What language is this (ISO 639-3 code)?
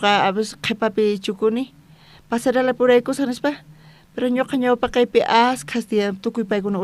quh